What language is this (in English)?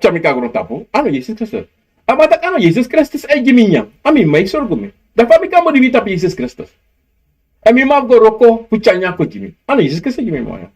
Sranan Tongo